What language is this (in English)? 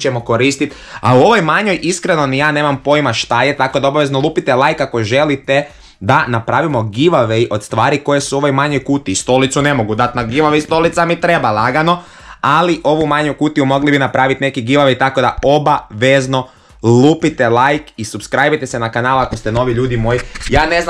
Croatian